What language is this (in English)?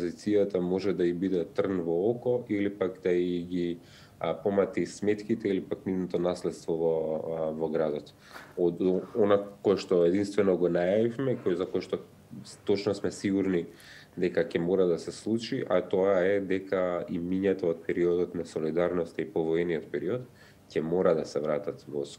Macedonian